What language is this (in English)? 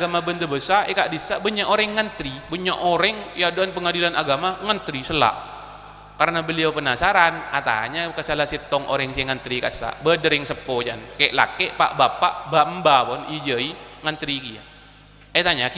Madurese